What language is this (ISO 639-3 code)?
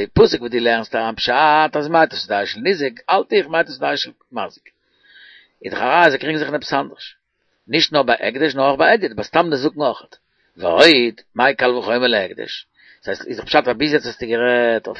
yid